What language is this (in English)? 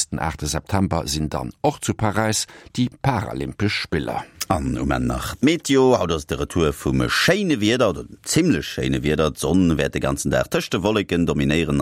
Luxembourgish